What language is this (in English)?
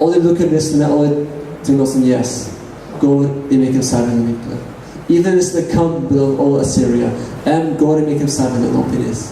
Tok Pisin